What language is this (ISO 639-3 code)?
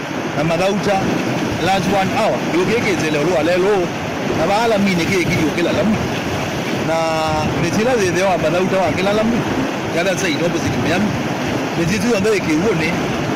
kam